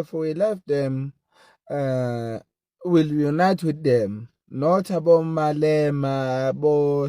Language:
Zulu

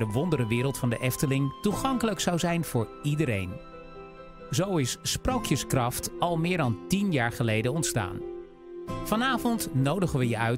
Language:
Dutch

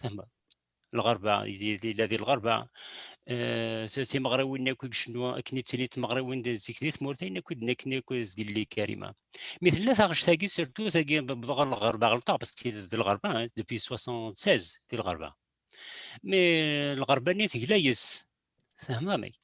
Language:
Kabyle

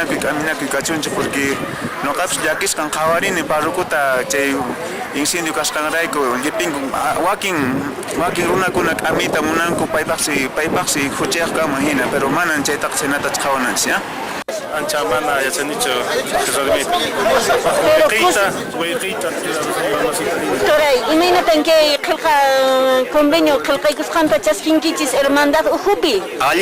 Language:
Quechua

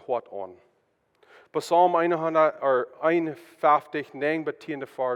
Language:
Plautdietsch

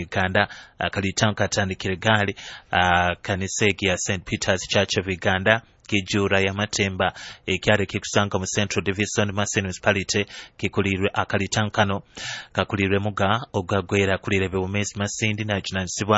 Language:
Nyoro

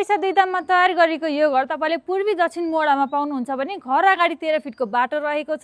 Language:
Nepali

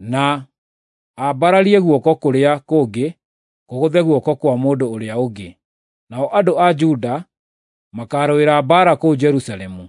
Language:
Kikuyu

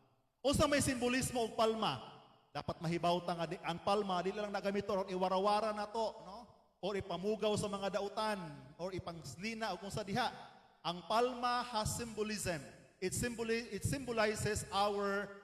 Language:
Cebuano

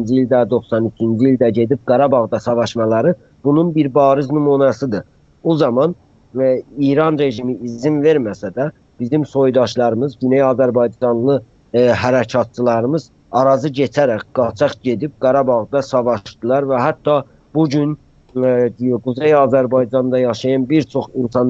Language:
South Azerbaijani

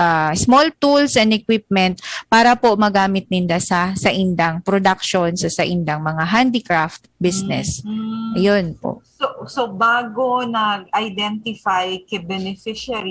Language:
Bikol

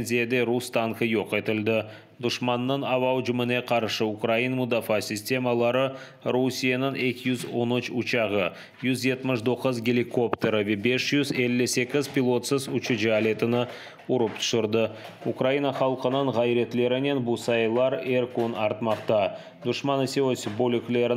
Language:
Crimean Tatar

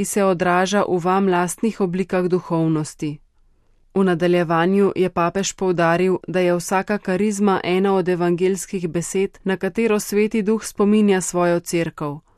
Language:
Slovenian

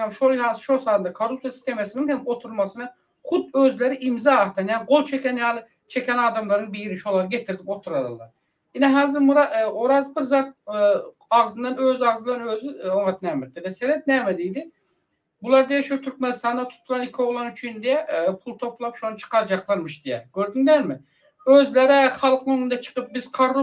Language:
Turkmen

